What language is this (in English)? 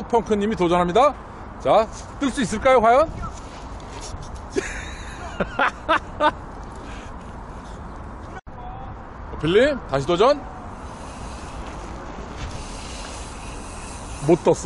Korean